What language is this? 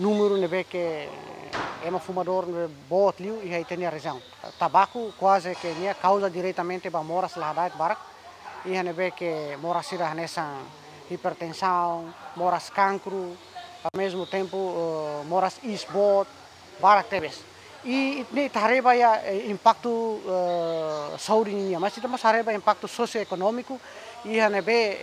Tetum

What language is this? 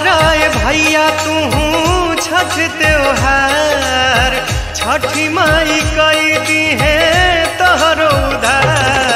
Bhojpuri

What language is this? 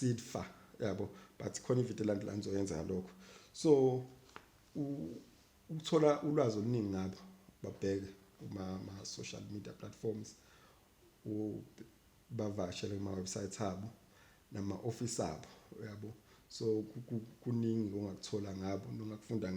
Zulu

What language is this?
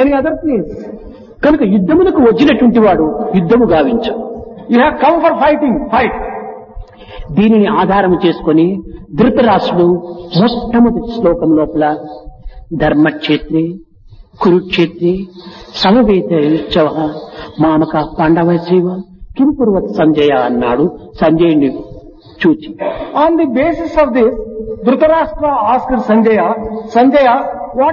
Telugu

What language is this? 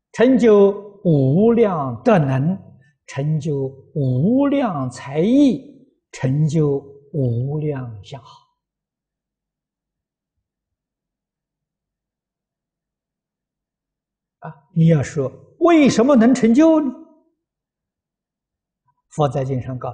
Chinese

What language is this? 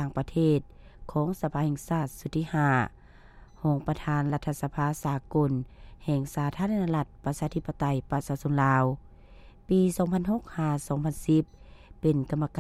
Lao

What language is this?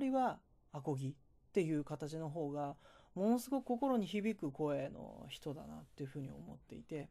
Japanese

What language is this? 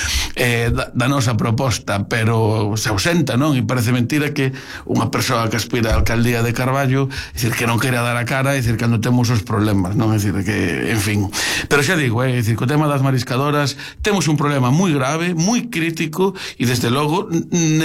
Galician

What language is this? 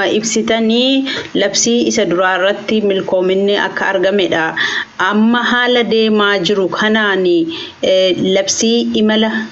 Oromo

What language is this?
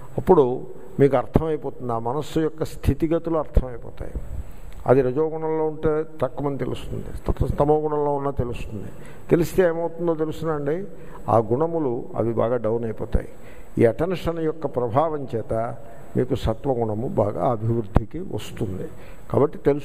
Telugu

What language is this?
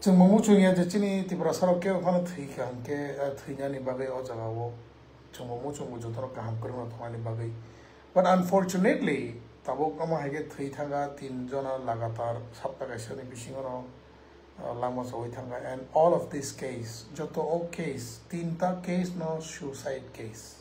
Riang (India)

